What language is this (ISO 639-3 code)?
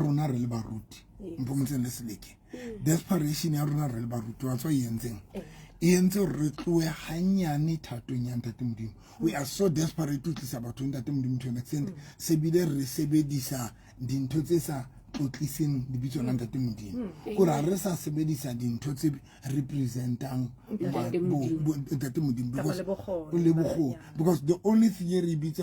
sot